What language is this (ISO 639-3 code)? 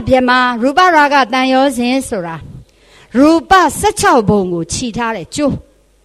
mya